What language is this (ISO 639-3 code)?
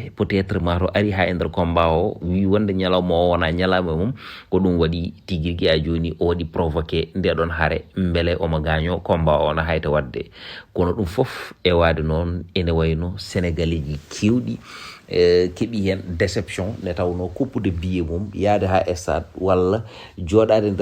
ful